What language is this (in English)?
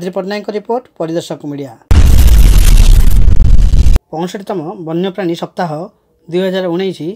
Odia